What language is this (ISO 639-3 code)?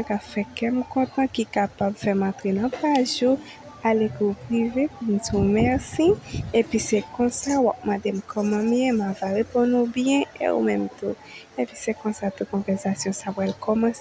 hat